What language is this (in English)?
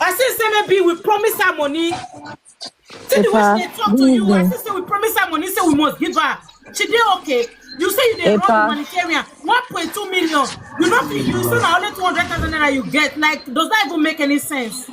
Nigerian Pidgin